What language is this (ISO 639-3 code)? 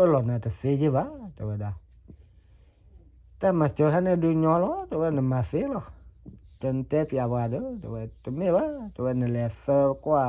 ksw